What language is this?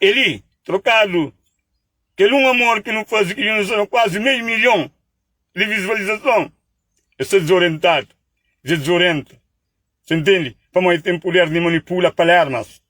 Kabuverdianu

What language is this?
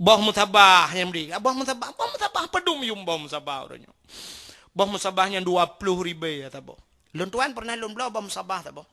Achinese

